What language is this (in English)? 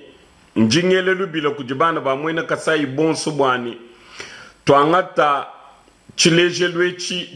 Luba-Lulua